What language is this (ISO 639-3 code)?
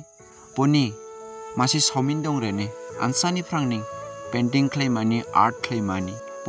dis